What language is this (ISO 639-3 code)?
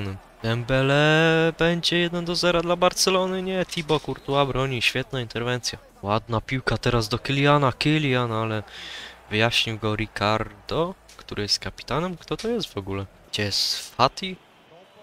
pol